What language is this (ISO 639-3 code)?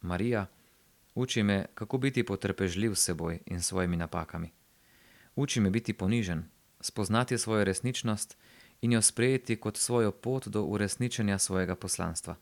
slv